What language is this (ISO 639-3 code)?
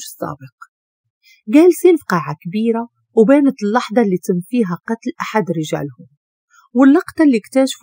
ary